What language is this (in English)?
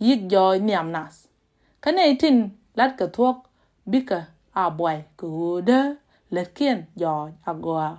Nuer